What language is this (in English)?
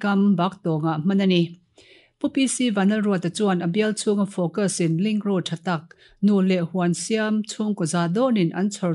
Mizo